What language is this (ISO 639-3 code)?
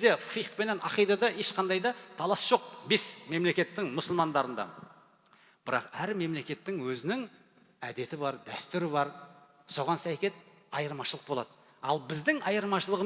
kaz